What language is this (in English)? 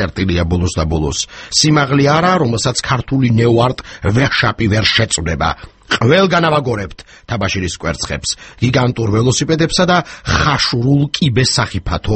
Georgian